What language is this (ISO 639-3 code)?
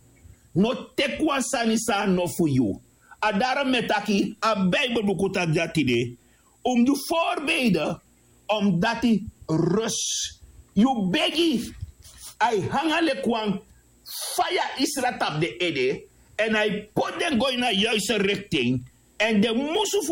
srn